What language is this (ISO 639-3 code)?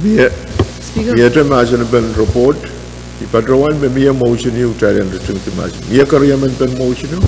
pon